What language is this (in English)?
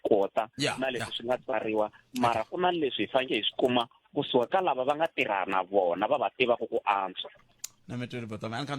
Tsonga